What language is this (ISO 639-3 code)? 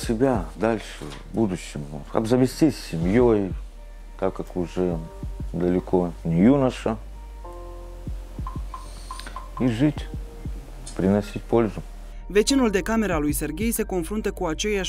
ron